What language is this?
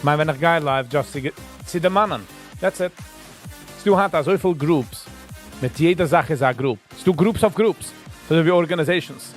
Yiddish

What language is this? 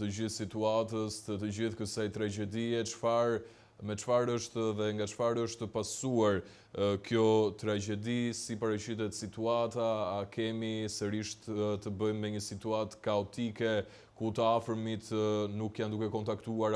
Albanian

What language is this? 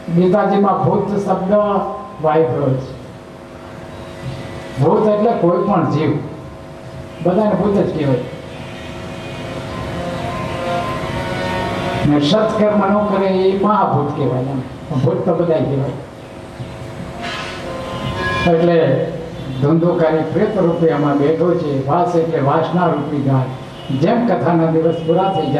Gujarati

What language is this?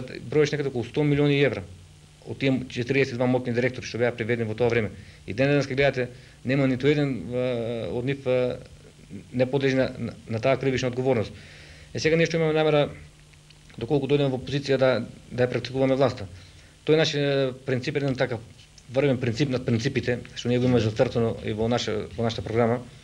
Macedonian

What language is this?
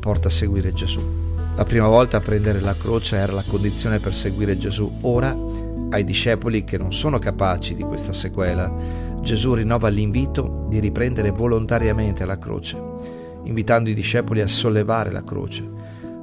Italian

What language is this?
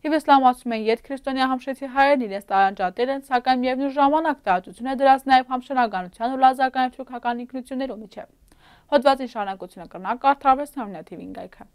Western Armenian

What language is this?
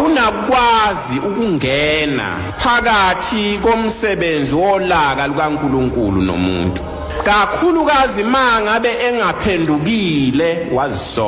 Zulu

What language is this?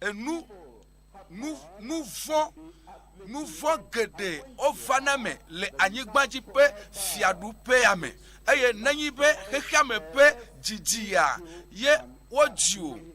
Ewe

